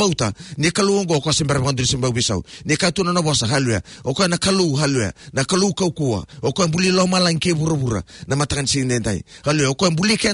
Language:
Fijian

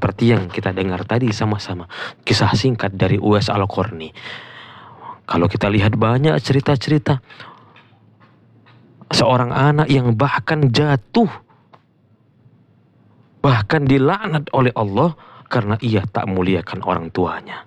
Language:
Indonesian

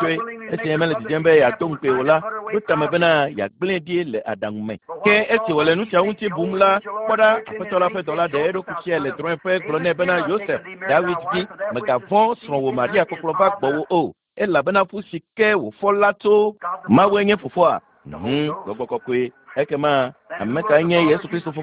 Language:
Ewe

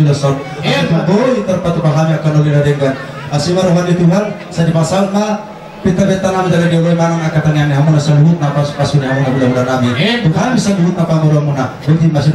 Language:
Batak Toba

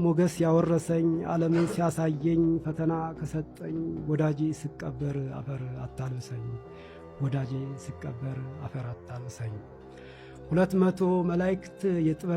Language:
Amharic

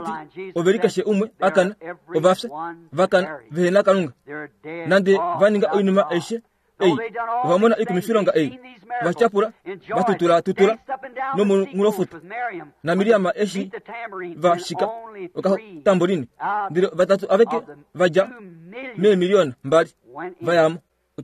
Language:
Kuanyama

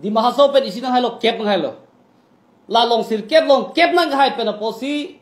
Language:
Karbi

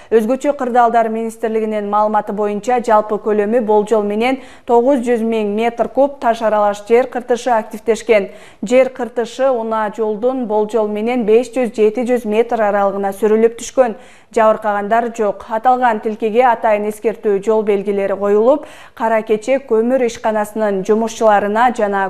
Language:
Kyrgyz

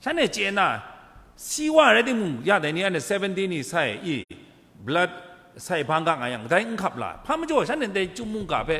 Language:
Kachin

